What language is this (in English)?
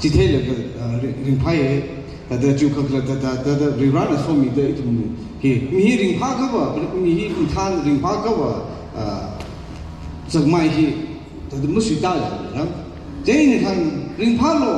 Tangkhul Naga (India)